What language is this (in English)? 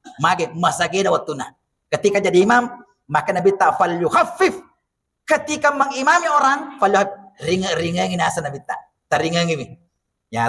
Buginese